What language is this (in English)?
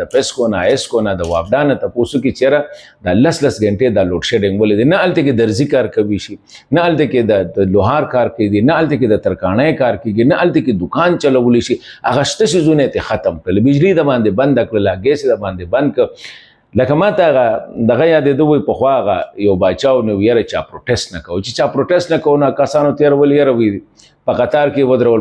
Pashto